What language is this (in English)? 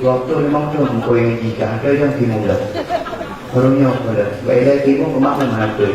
Achinese